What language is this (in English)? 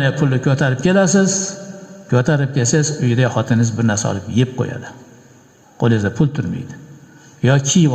Uzbek